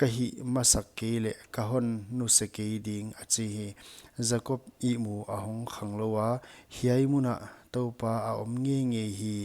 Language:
Paite Chin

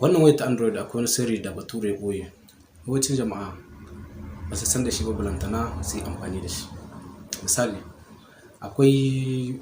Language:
Hausa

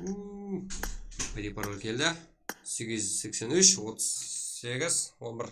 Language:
Kara-Kalpak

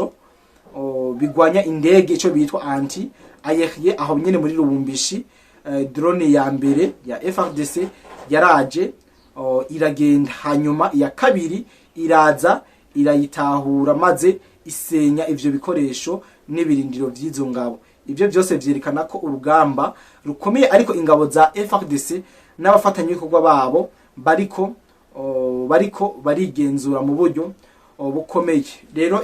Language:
Rundi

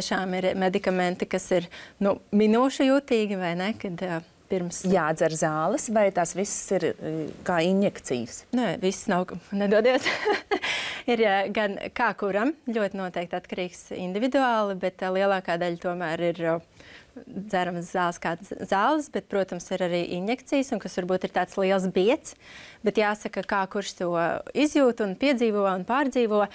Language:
Latvian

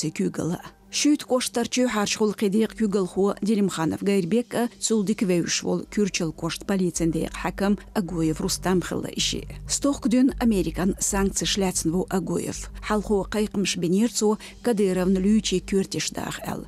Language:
Chechen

